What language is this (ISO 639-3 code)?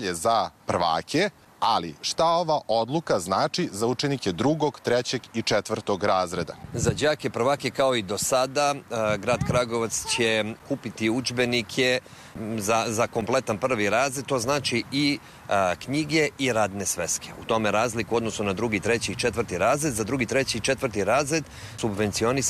srp